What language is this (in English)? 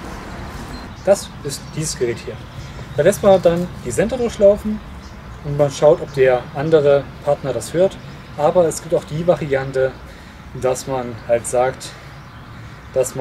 German